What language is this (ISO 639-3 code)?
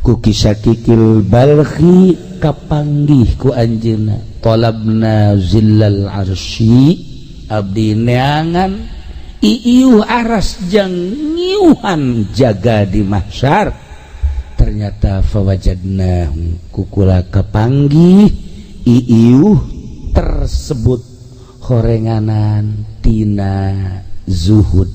sun